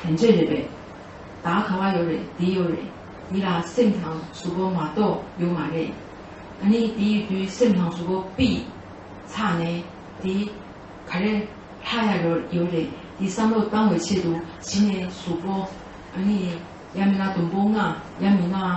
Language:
Tibetan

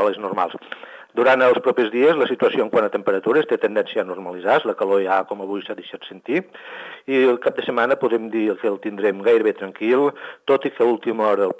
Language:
Catalan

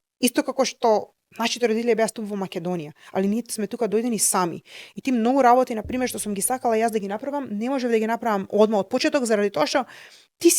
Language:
Macedonian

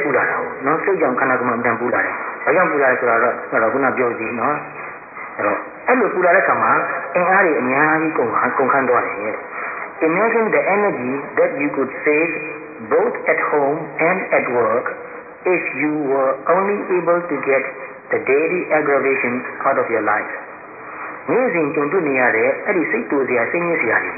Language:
Burmese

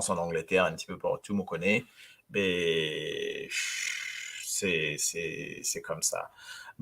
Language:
Morisyen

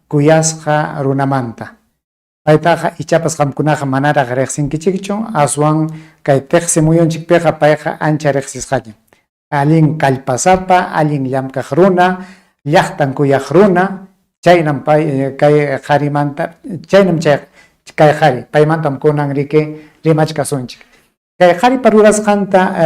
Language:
Ayacucho Quechua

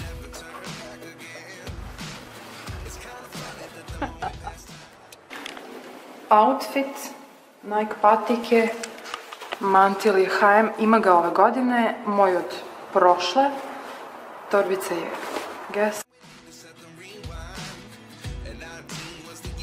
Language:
Serbian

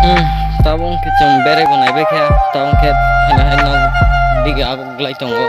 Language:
Kok Borok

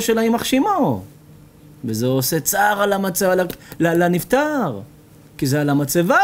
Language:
Hebrew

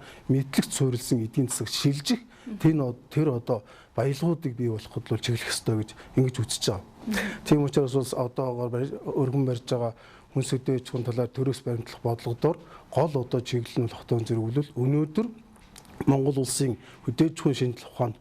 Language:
Mongolian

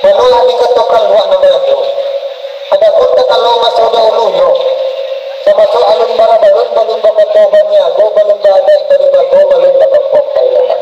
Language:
Minangkabau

